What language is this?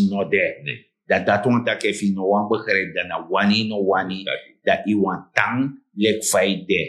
Sranan Tongo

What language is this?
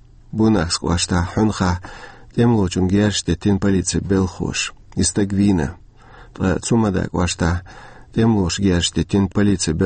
Chechen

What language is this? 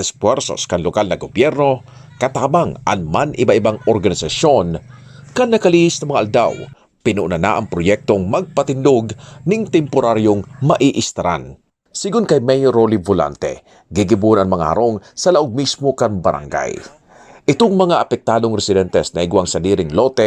Bikol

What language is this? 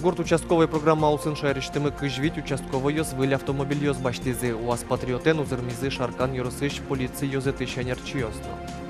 Udmurt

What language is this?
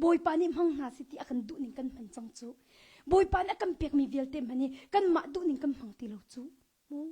Hakha Chin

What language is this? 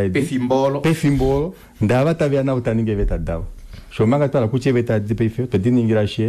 Kuanyama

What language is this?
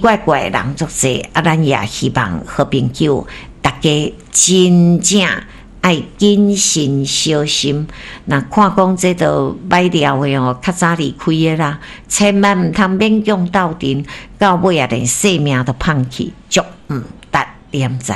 Min Nan Chinese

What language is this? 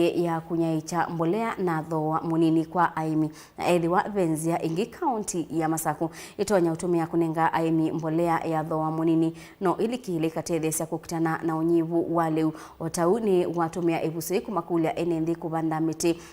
Kamba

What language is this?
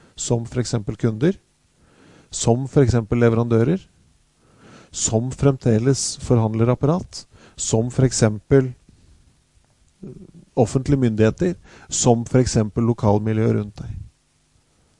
Norwegian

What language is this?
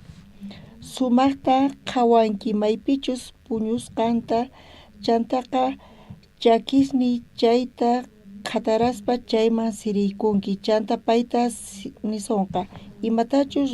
South Bolivian Quechua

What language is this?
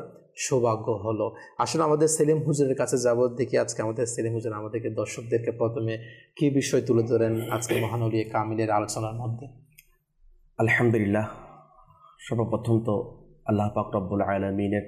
Bangla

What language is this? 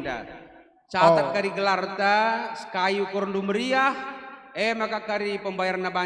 Batak Karo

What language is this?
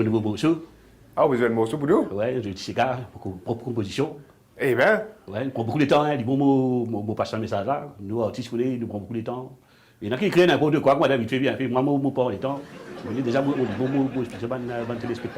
Morisyen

